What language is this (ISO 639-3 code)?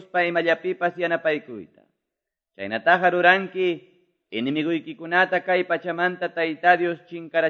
que